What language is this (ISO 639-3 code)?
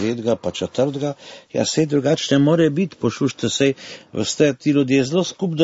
slv